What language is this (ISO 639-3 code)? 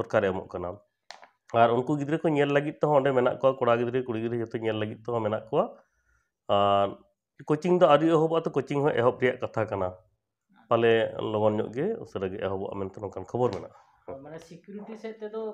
sat